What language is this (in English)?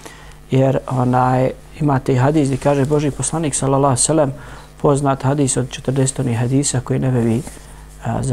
Bosnian